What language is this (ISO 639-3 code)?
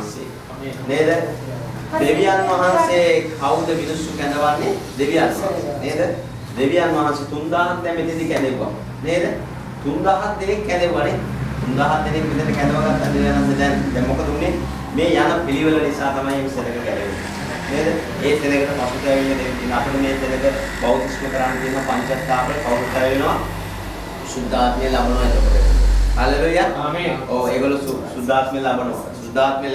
sin